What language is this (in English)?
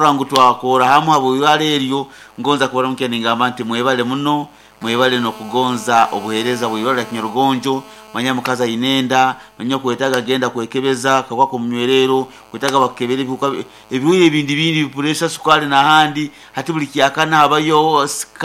Nyoro